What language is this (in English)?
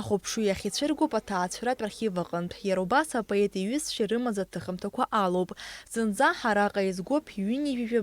Abkhazian